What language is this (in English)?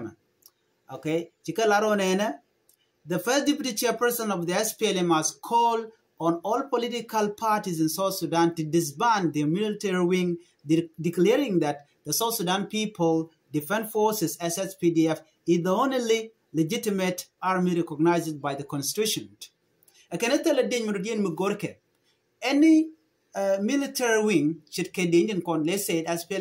Nuer